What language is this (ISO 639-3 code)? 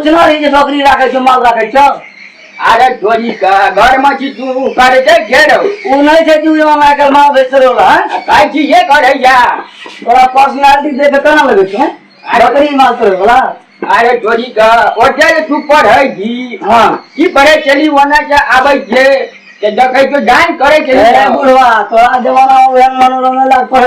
mai